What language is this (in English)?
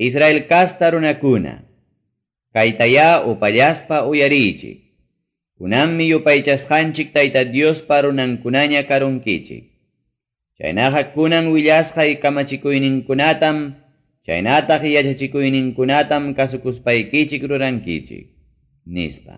Ayacucho Quechua